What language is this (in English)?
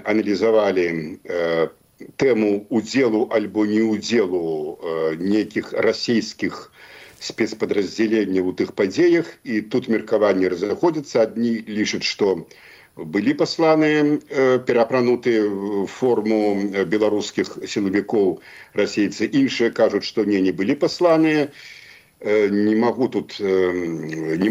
Belarusian